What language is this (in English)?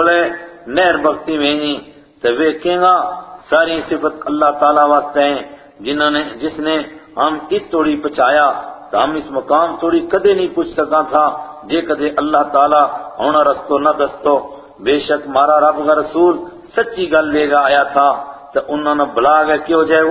Gujari